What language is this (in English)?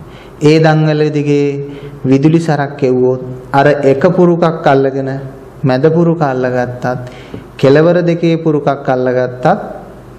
Sinhala